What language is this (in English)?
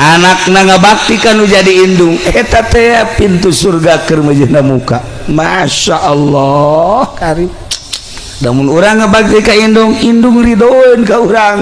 Sundanese